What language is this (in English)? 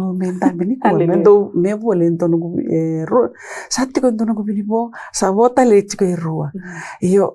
Fijian